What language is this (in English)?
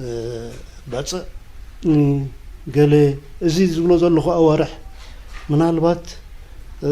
Tigrinya